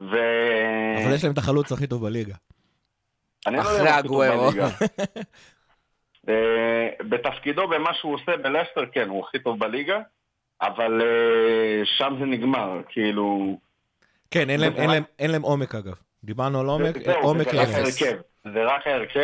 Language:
Hebrew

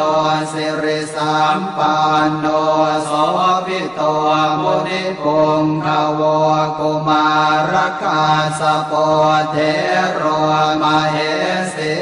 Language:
Pali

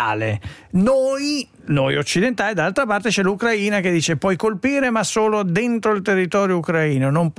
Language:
Italian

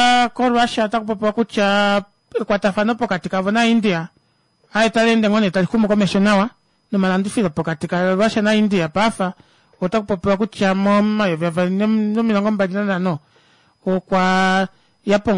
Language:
Kuanyama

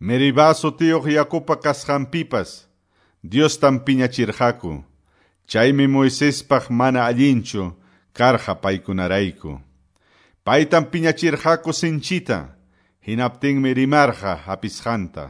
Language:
Quechua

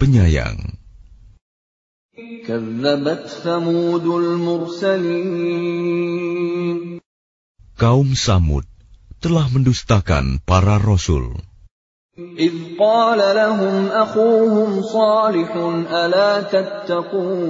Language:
Indonesian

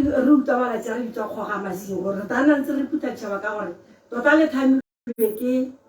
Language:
Tswana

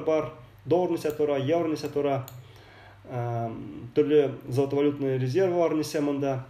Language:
Bashkir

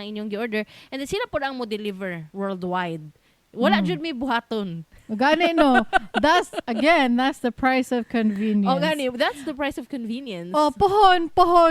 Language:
Cebuano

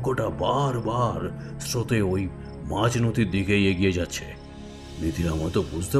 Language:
Bangla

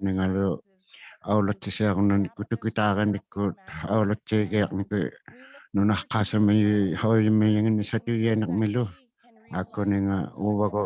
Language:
Inuktitut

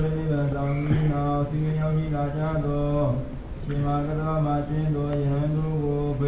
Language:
Burmese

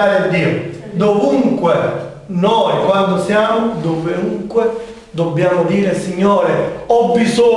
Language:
Italian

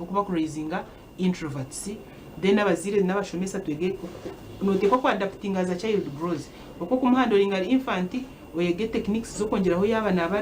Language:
Nyankole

